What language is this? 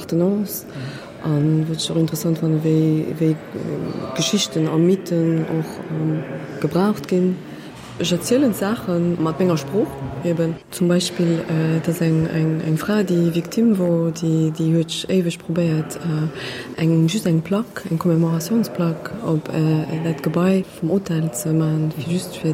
Luxembourgish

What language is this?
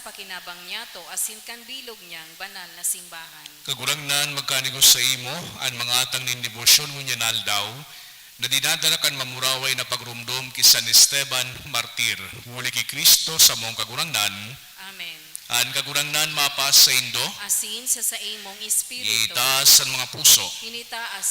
Bikol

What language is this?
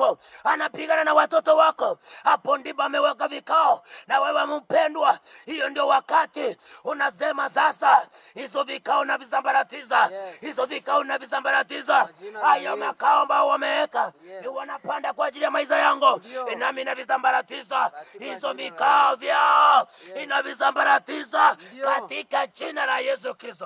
Swahili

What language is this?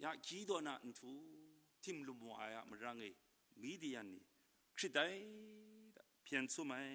Kachin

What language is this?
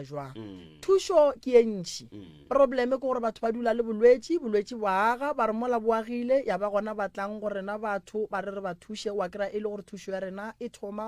Northern Sotho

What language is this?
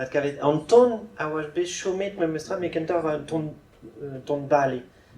Breton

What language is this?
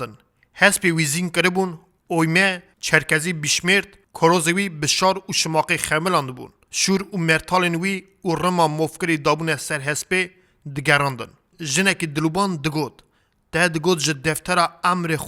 Kurdish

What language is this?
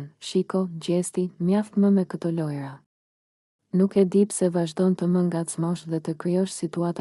Albanian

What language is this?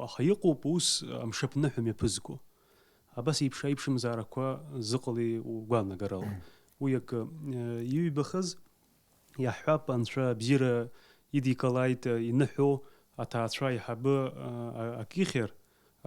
Abkhazian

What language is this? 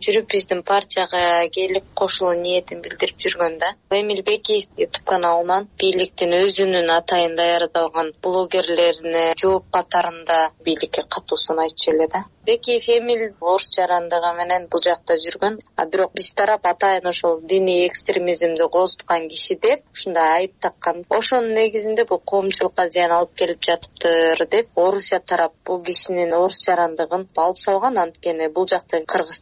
Kyrgyz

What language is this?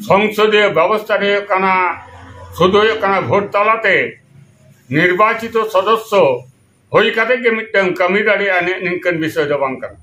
Santali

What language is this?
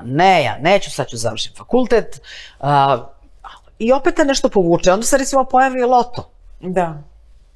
Serbian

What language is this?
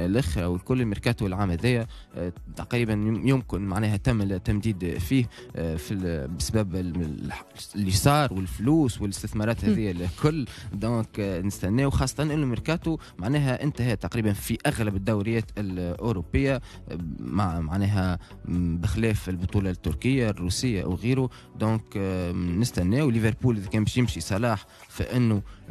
Tunisian Arabic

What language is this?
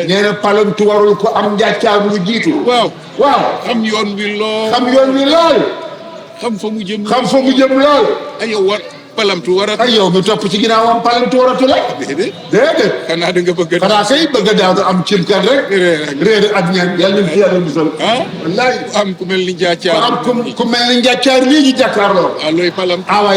Wolof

